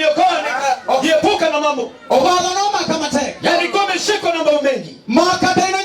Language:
Luo (Kenya and Tanzania)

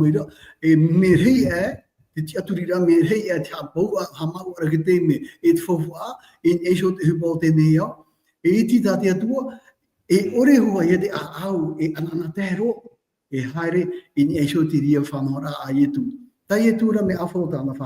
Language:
Tahitian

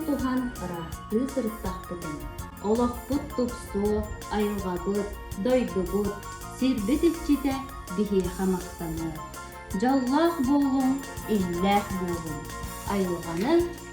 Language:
Yakut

